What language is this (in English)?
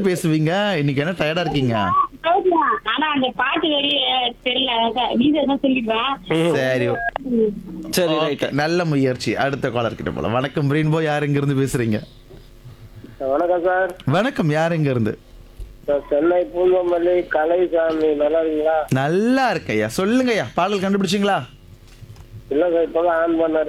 Tamil